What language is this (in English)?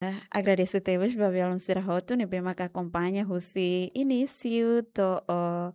Tetum